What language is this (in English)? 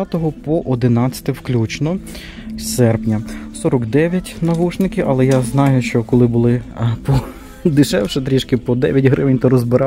Ukrainian